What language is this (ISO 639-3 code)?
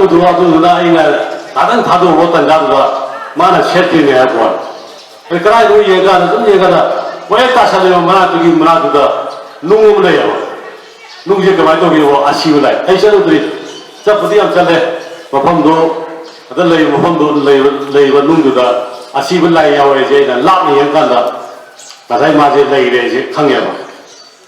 mni